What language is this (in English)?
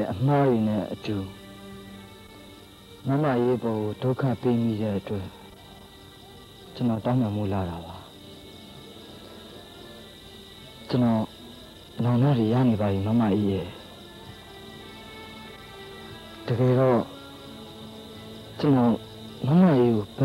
Burmese